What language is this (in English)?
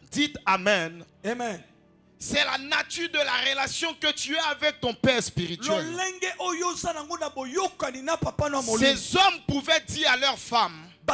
French